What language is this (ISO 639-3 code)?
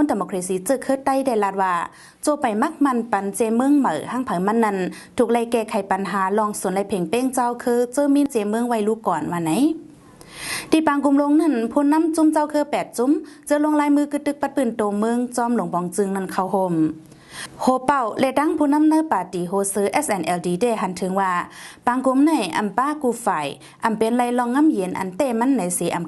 shn